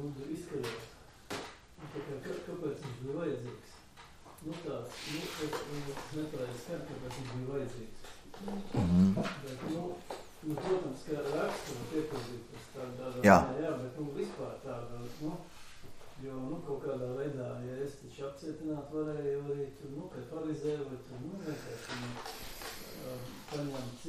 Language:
Latvian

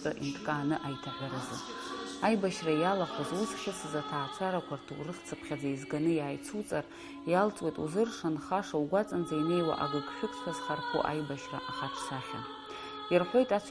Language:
Abkhazian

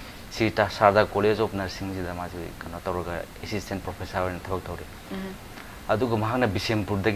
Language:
Manipuri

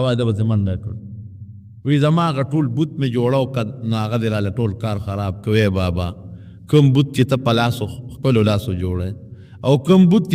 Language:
Pashto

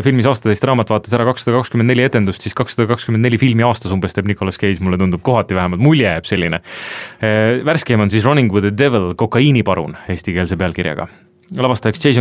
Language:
Estonian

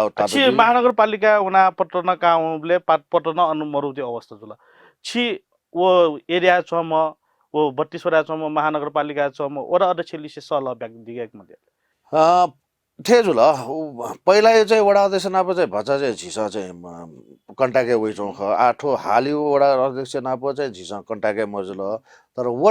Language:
Newari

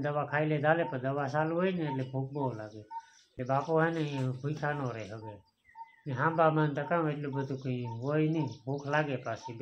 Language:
Gujarati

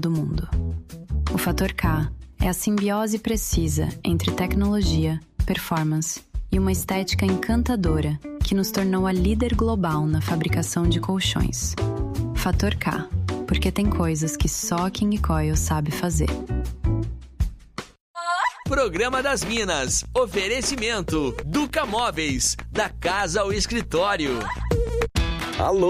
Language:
Portuguese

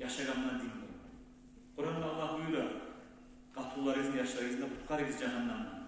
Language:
Kumyk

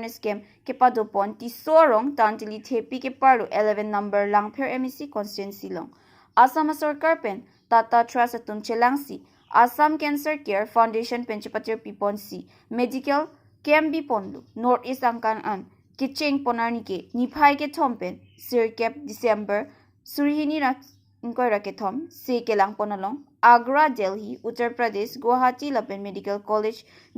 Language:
Karbi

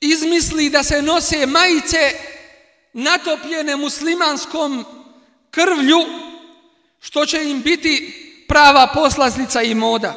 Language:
Bosnian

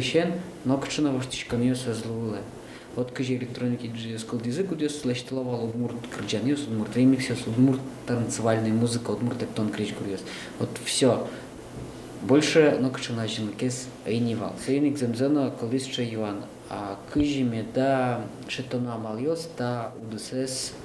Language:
Udmurt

